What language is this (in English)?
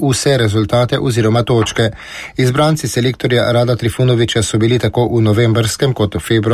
Slovenian